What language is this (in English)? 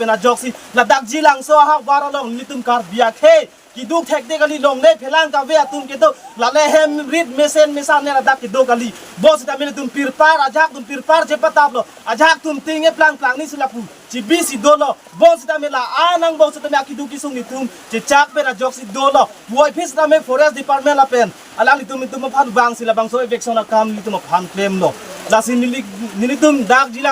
Karbi